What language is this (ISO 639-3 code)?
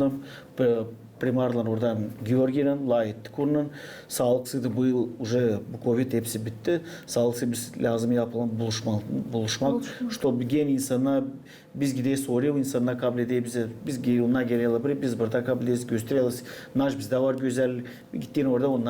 gag